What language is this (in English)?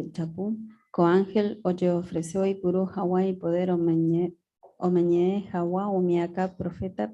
Guarani